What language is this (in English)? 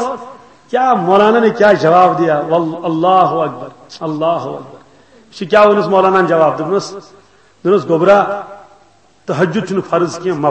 Kashmiri